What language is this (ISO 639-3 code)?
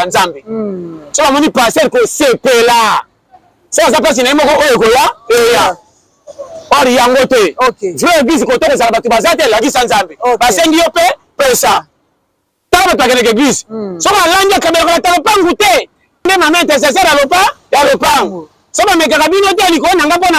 lin